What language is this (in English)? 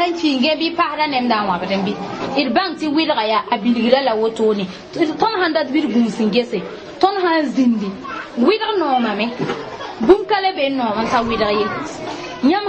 Mossi